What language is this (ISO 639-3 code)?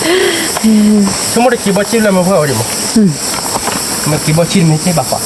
ksw